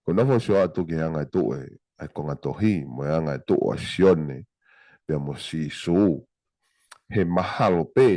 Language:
Tongan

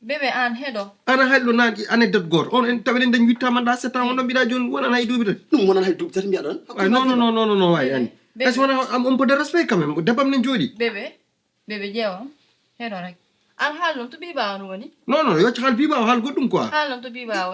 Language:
Fula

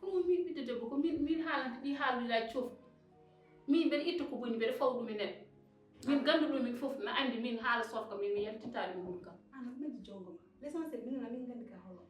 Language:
Fula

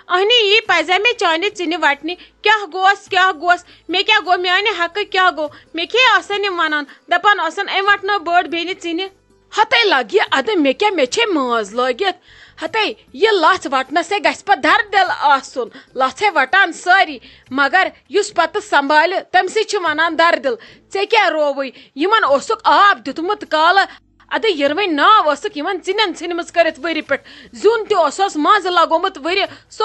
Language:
Kashmiri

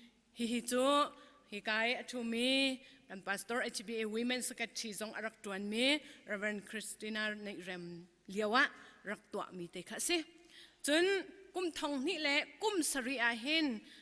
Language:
Hakha Chin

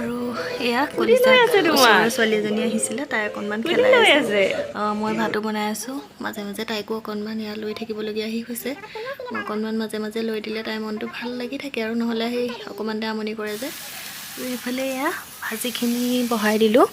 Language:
Assamese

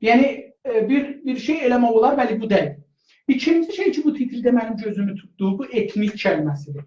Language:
South Azerbaijani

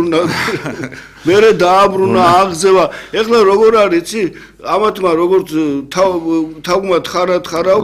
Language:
Georgian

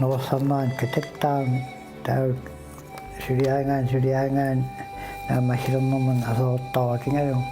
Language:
Kalaallisut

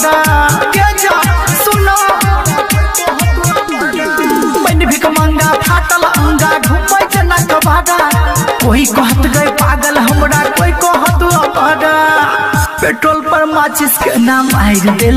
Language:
Bhojpuri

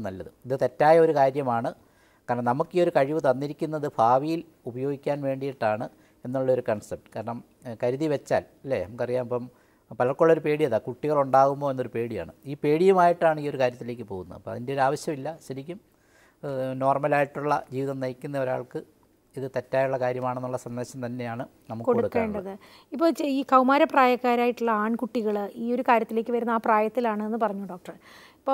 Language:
Malayalam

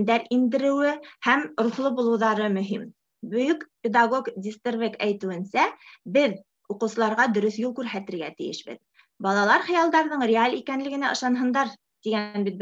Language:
Bashkir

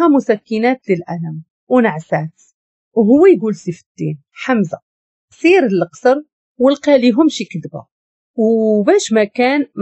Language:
Moroccan Arabic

